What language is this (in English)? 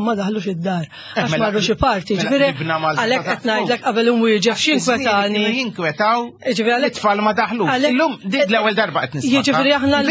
Maltese